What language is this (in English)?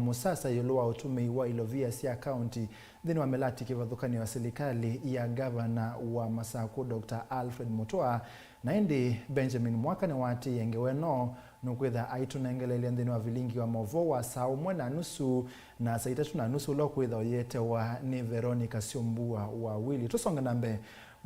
Kamba